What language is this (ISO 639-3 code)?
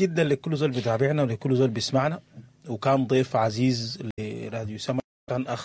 apd